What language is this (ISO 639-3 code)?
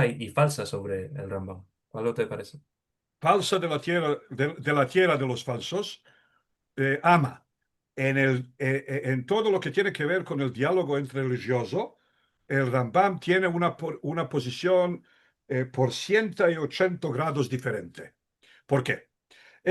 lad